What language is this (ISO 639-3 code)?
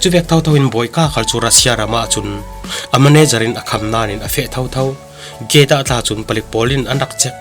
cfm